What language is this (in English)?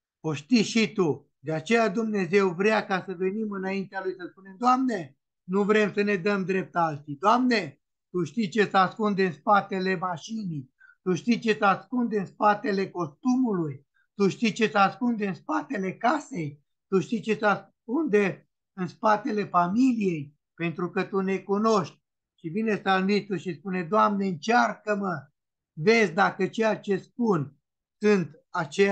Romanian